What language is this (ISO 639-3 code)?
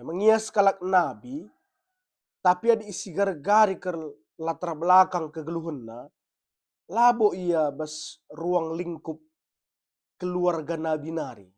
btx